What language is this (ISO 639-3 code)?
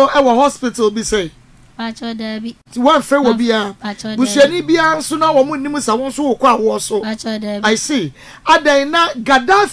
aka